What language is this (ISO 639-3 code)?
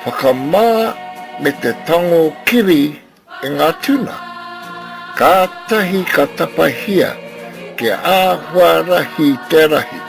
mri